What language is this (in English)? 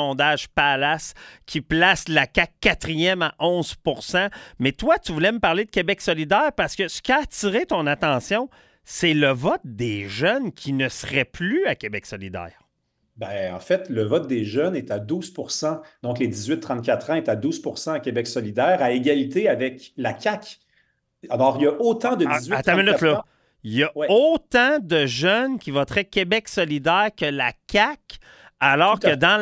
French